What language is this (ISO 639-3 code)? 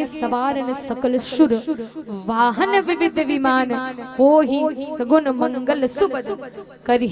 hne